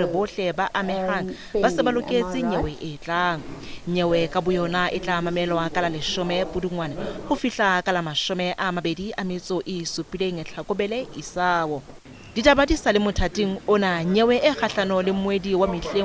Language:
Southern Sotho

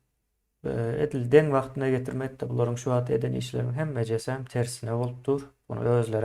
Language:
Turkmen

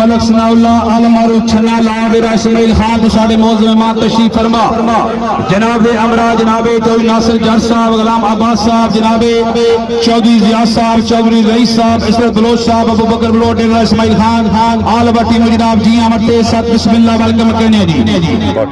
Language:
Pahari-Potwari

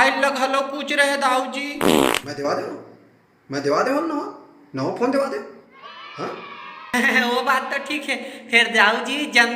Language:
Chhattisgarhi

